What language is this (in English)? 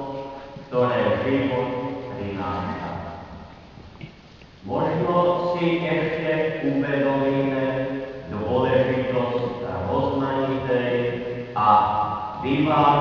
Slovak